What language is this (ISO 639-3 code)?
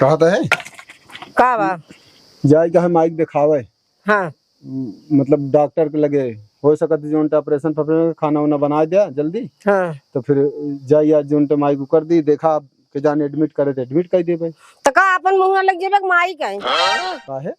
awa